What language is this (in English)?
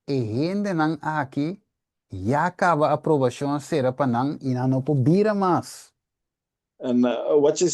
Papiamento